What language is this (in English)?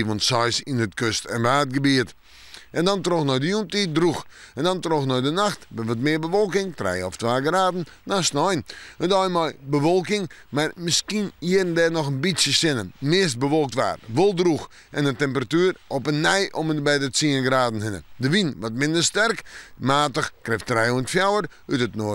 Western Frisian